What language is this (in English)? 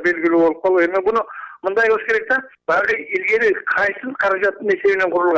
Kyrgyz